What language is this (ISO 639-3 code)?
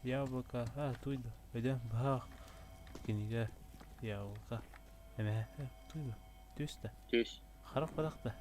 sah